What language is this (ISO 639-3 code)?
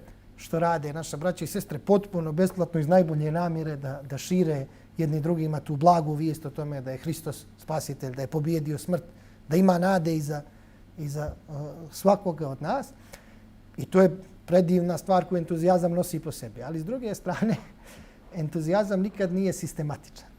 bos